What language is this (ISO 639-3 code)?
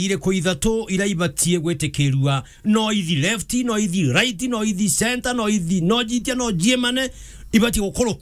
mer